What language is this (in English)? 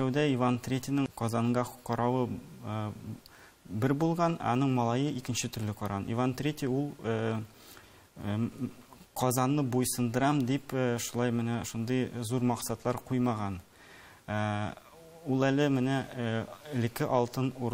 Tatar